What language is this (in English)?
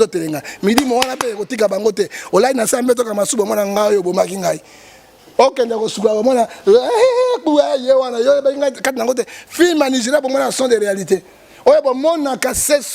Lingala